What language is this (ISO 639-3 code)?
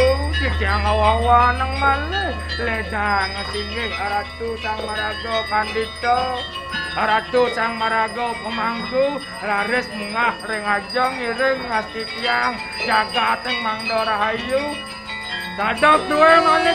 ban